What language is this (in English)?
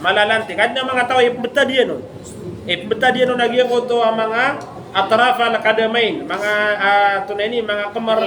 Maranao